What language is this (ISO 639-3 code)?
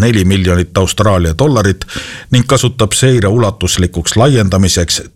est